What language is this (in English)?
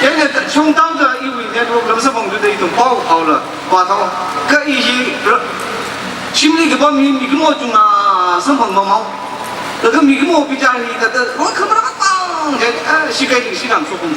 Tangkhul Naga (India)